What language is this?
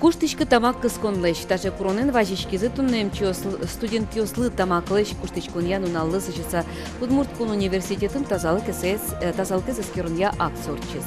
Udmurt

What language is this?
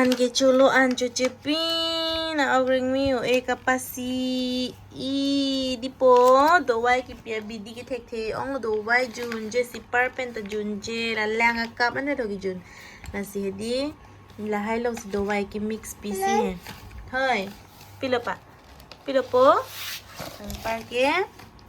Karbi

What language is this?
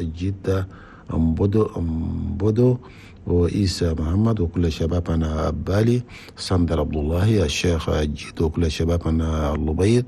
Chadian Arabic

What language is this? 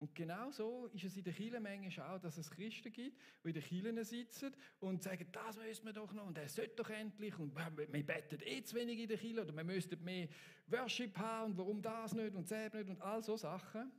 Swiss German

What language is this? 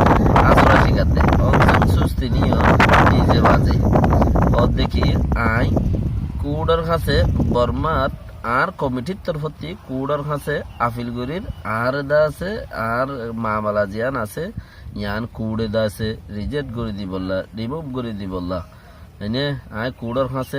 Rohingya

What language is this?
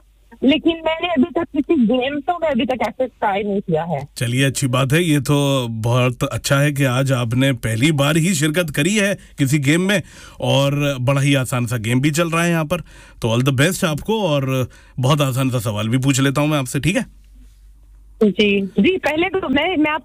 Hindi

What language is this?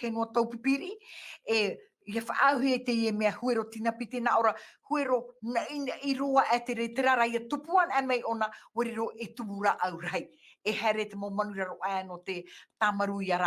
Tahitian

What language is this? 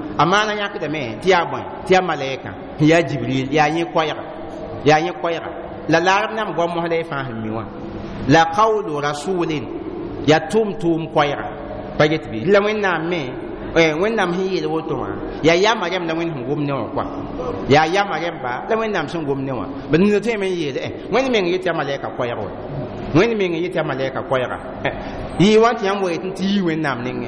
Mossi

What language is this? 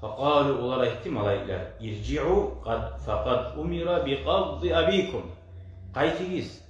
Kumyk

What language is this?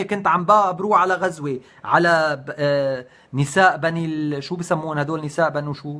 North Levantine Arabic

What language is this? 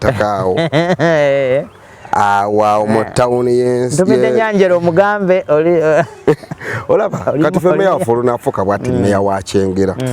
Ganda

